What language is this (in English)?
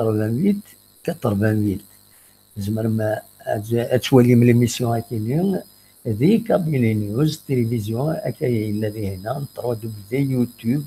Kabyle